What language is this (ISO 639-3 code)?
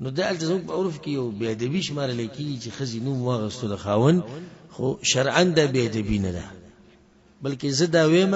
pus